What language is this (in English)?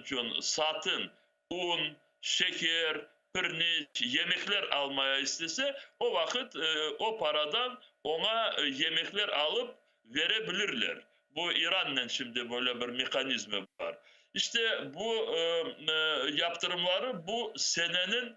Crimean Tatar